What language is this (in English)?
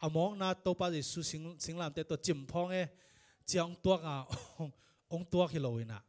Tedim Chin